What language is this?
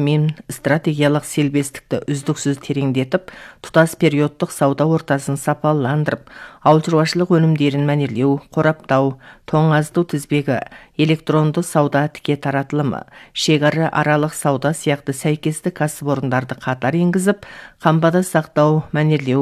Kazakh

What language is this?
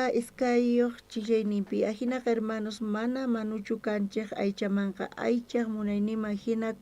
South Bolivian Quechua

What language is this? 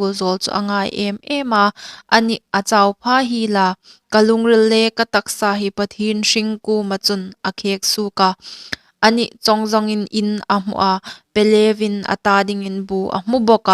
Hmar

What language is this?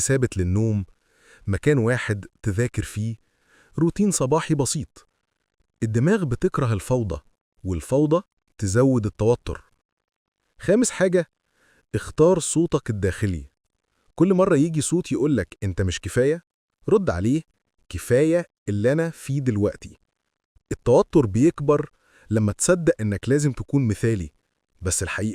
Egyptian Arabic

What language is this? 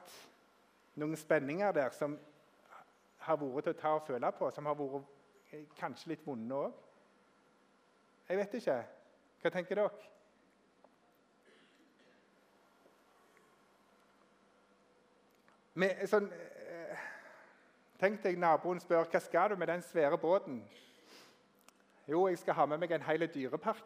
Norwegian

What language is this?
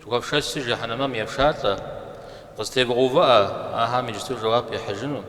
Kabardian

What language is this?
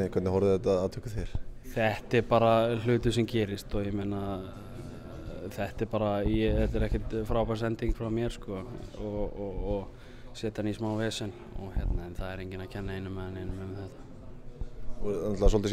Icelandic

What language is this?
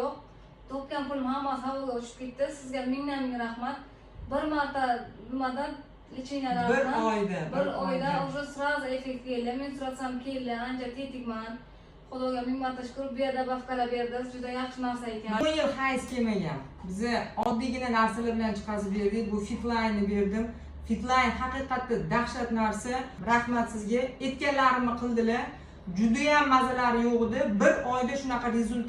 Uzbek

